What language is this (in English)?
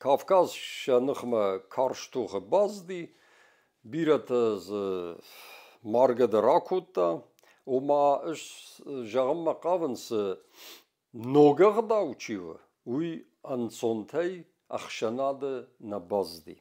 Ossetic